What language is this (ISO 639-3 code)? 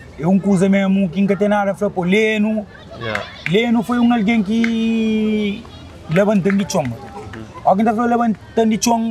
kea